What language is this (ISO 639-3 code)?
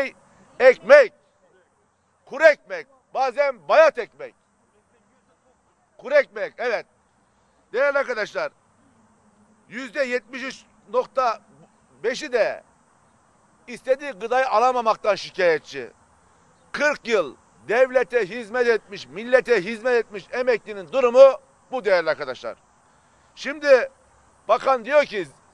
tur